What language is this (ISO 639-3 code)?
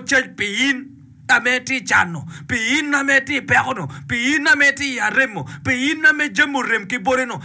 ach